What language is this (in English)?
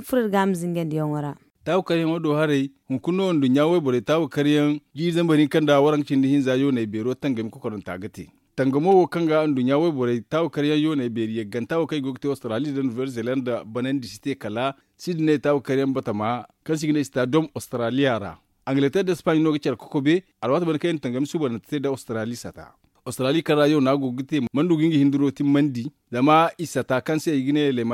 Zarma